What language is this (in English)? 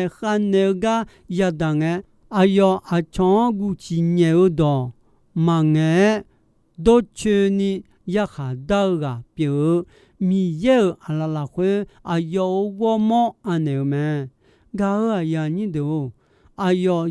Akha